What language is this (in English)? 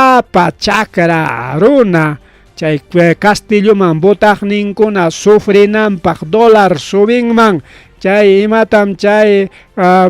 Ayacucho Quechua